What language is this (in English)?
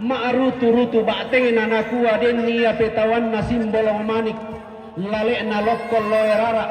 Toraja-Sa'dan